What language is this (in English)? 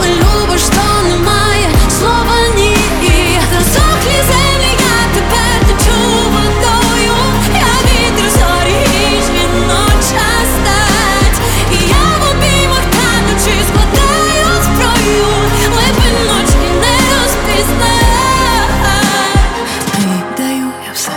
Ukrainian